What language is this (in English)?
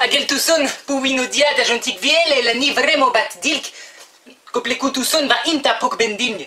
Kotava